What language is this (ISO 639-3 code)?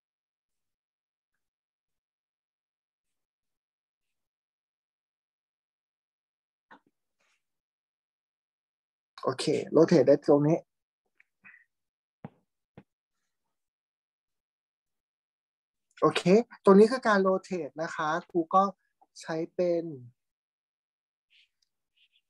tha